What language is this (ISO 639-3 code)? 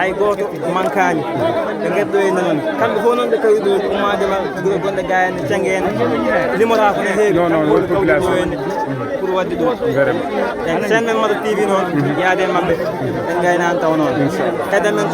ful